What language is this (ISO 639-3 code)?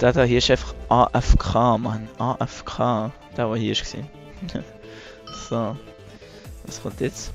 gsw